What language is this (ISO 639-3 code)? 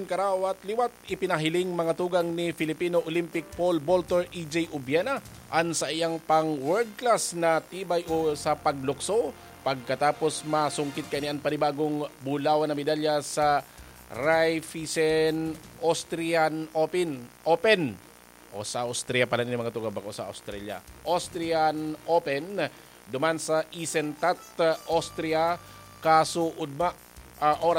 bik